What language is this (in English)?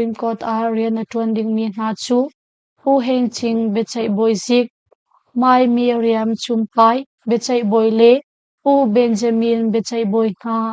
Hakha Chin